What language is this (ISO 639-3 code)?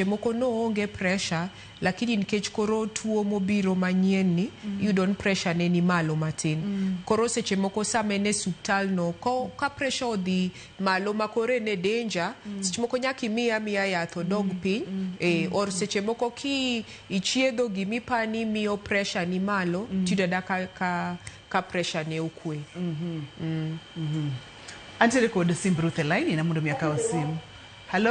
luo